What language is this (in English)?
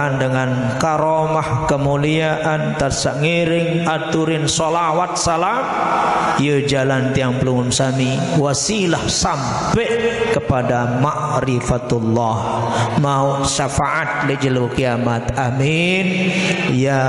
Sasak